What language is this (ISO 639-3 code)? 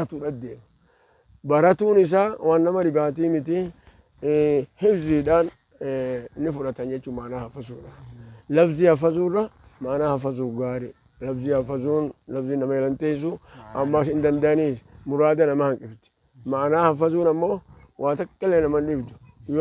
orm